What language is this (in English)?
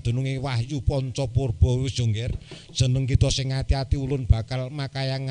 Javanese